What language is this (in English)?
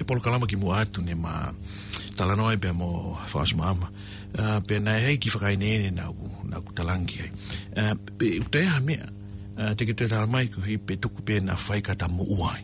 Tongan